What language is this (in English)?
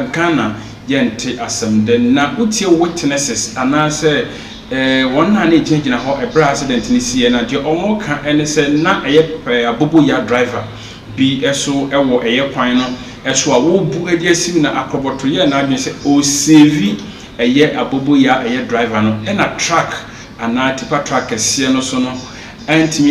Akan